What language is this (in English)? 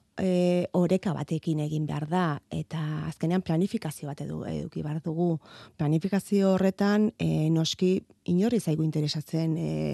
Basque